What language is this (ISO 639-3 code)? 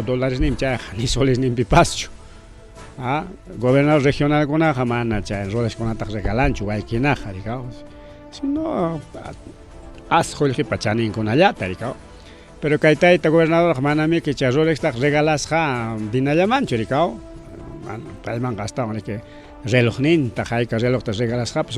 quy